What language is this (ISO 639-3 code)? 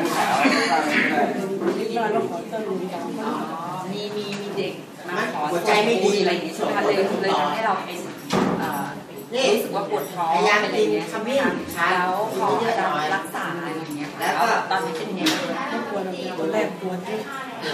tha